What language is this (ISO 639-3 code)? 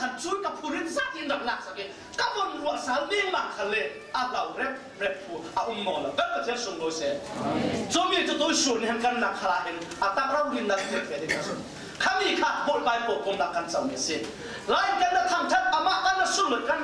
cfm